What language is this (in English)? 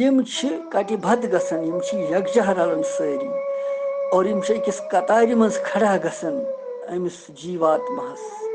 Kashmiri